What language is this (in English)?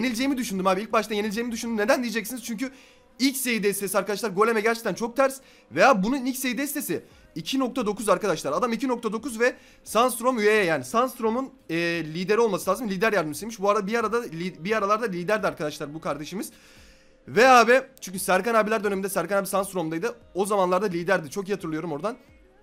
Turkish